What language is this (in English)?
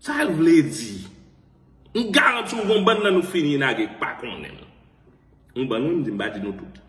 Haitian Creole